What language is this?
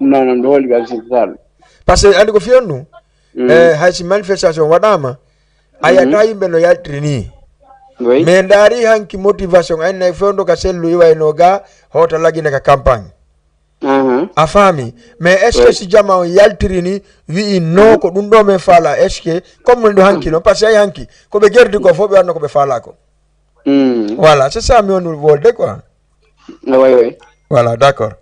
Fula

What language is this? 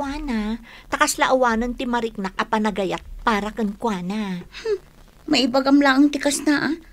Iloko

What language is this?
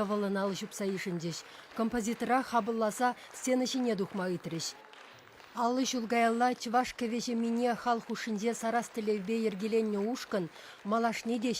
Chuvash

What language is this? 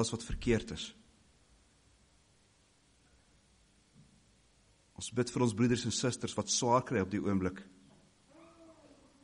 Afrikaans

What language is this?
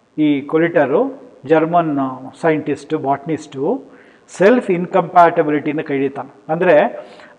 Kannada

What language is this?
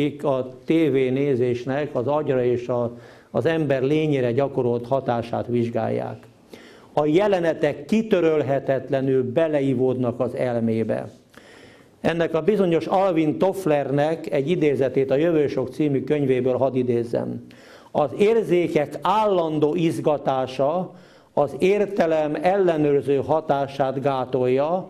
Hungarian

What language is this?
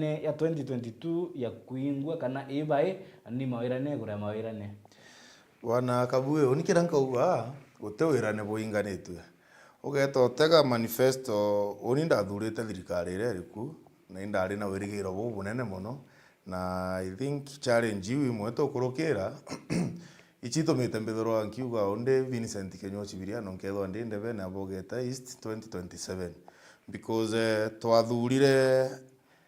Meru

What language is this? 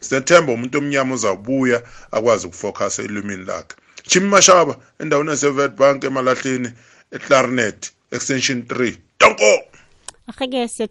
South Ndebele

